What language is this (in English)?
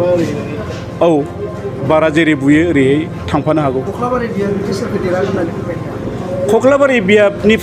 Bodo